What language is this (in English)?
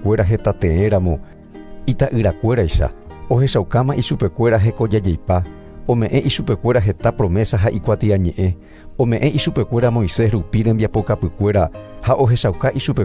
Guarani